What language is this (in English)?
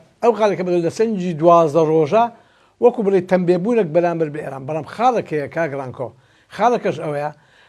Central Kurdish